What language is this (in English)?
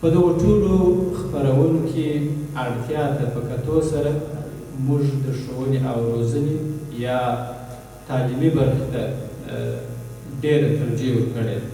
Pashto